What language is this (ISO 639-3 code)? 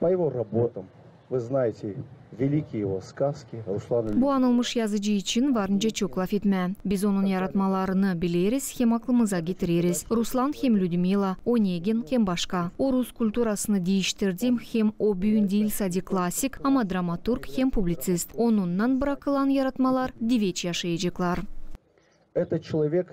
gag